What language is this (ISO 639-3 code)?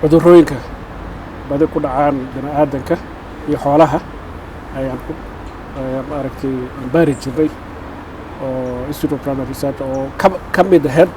som